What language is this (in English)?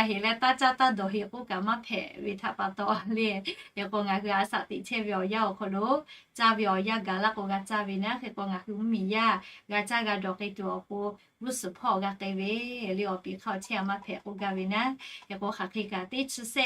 Lahu